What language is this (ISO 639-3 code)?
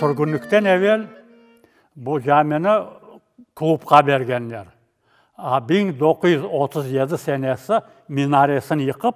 crh